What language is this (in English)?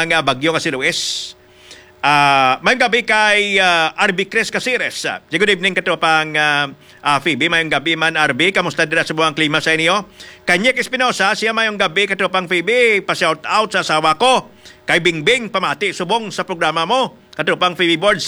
Hiligaynon